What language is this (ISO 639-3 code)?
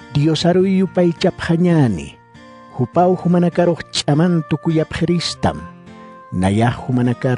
aym